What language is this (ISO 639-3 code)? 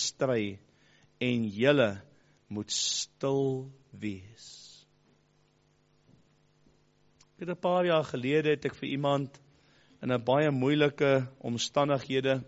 afr